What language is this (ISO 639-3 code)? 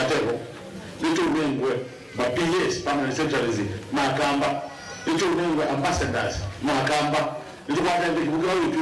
kam